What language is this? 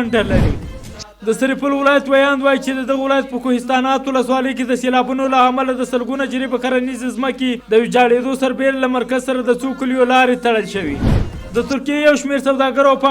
Pashto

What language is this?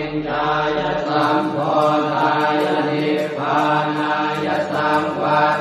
Pali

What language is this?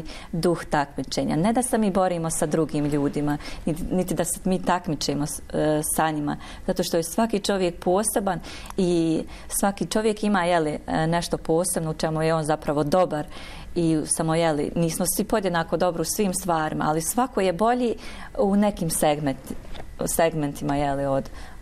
Bosnian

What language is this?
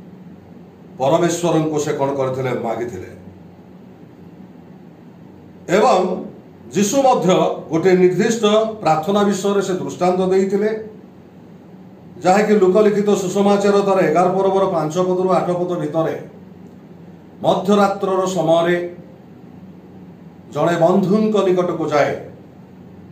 Odia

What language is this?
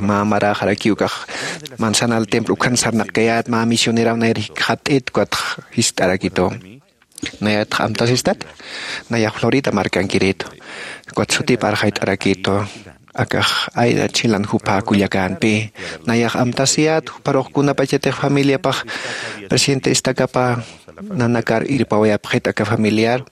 Aymara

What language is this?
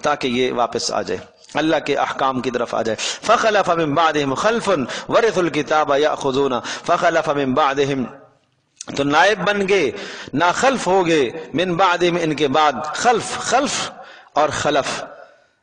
Urdu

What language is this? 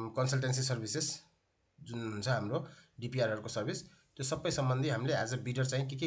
Nepali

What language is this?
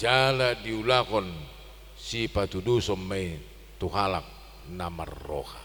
Batak Toba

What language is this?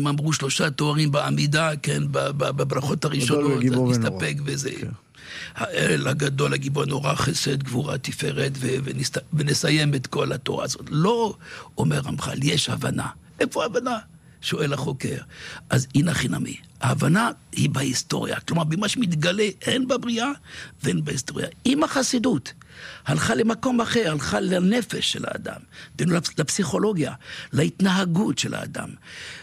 Hebrew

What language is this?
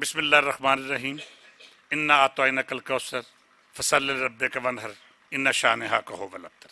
Western Panjabi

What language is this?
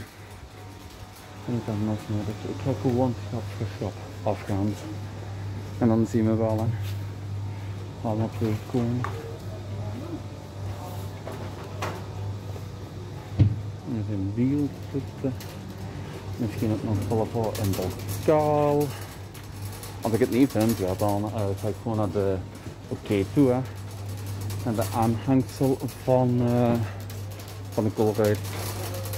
Dutch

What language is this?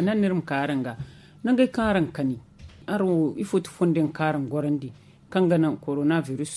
Zarma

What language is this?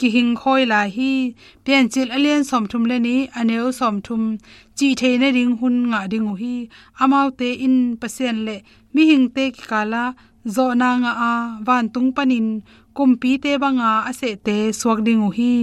Tedim Chin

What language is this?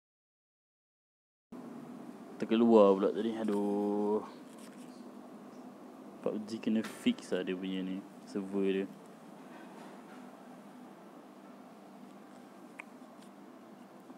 Malay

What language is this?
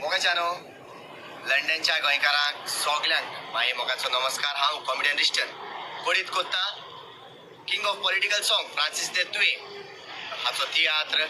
Konkani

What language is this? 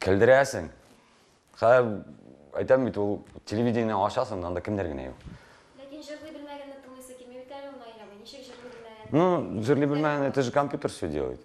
Tatar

